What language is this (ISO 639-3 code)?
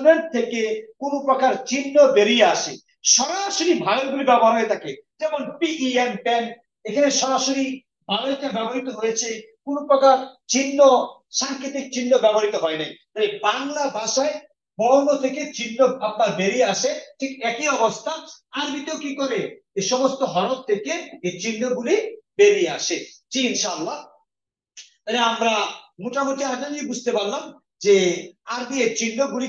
ben